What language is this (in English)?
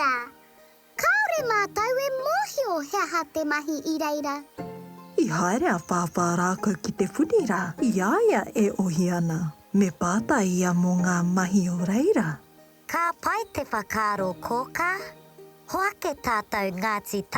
Māori